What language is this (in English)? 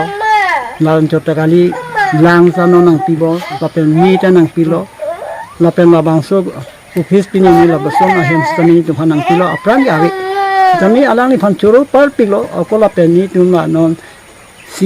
Karbi